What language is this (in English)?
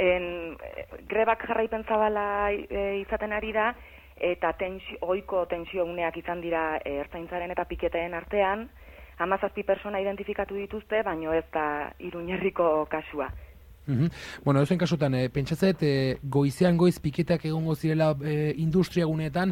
Basque